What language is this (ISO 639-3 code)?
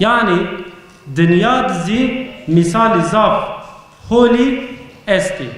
zza